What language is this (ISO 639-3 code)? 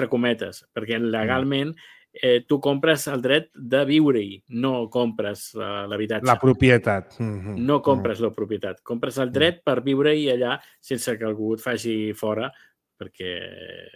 cat